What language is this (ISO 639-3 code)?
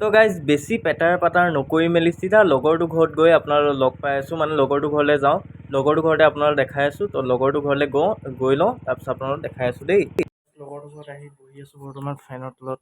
asm